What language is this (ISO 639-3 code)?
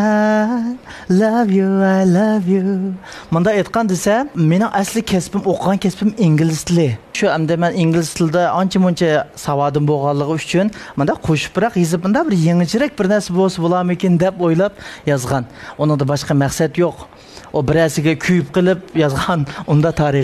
uig